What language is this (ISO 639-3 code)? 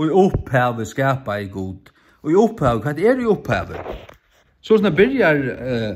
fao